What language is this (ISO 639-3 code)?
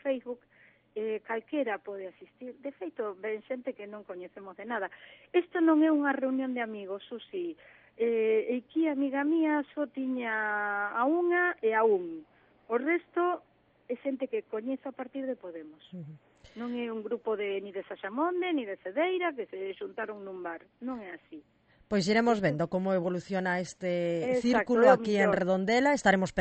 glg